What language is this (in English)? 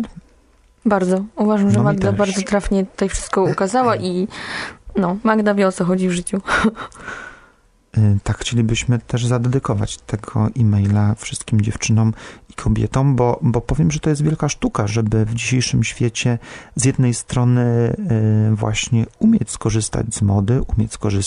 Polish